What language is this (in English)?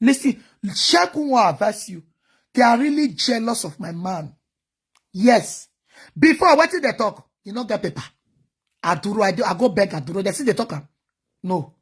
Nigerian Pidgin